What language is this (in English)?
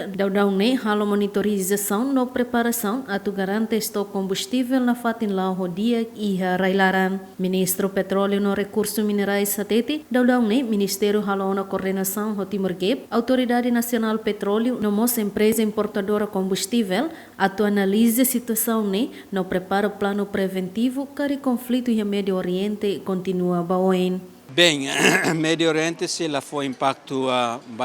Tetum